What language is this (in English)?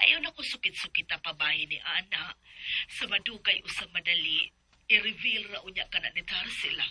Cebuano